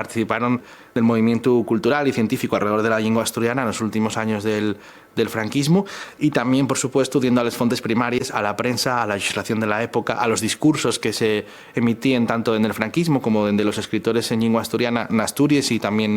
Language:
Asturian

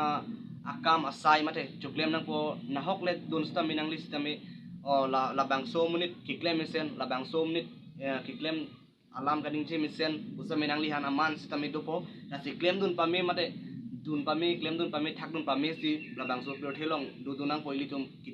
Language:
Karbi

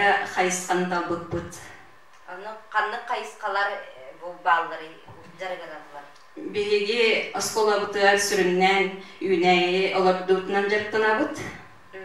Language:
Yakut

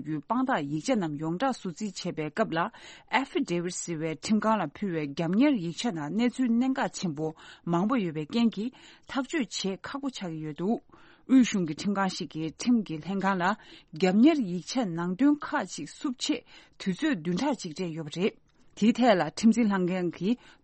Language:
Tibetan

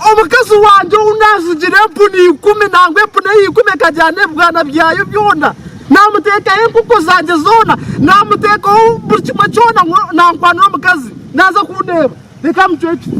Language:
Nyankole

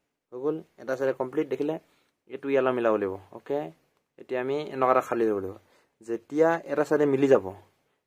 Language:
Assamese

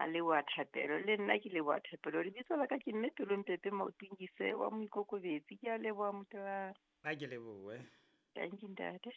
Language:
Southern Sotho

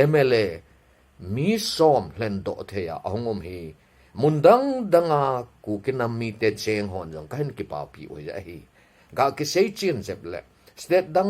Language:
Thado Chin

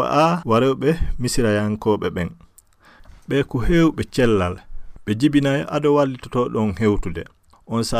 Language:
Fula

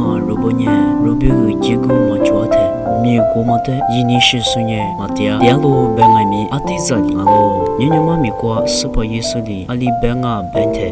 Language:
Lisu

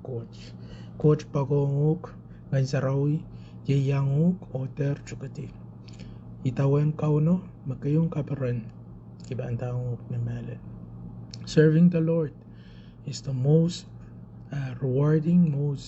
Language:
Pohnpeian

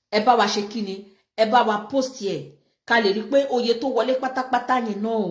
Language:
Yoruba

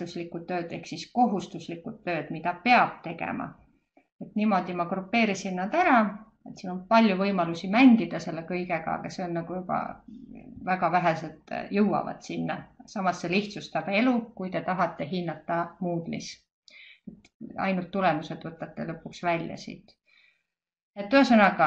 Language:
Estonian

